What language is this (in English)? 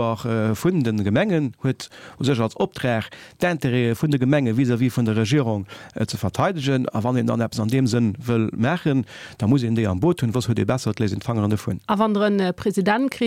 Luxembourgish